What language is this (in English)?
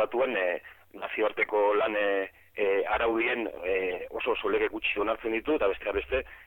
Basque